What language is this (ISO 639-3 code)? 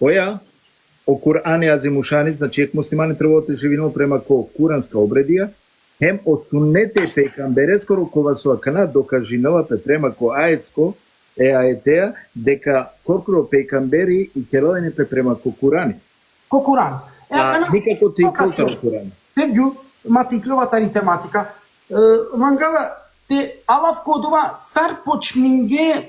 rmn